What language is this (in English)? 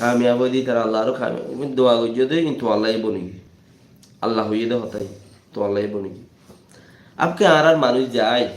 Rohingya